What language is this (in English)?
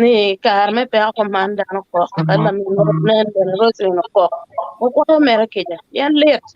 Acoli